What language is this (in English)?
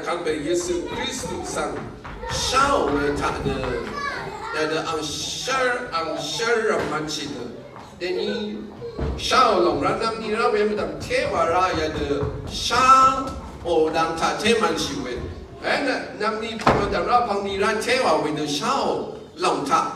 Rawang